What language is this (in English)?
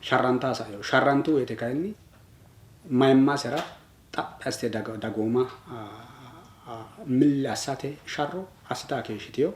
Sidamo